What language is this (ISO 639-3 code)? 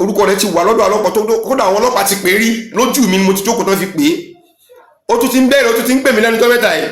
yor